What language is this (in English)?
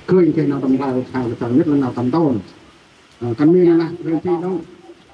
Central Mnong